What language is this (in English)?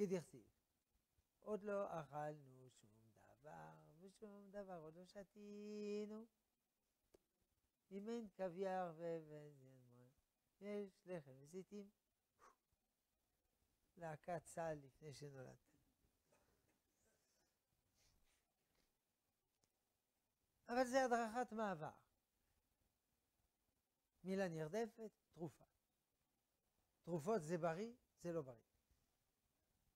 Hebrew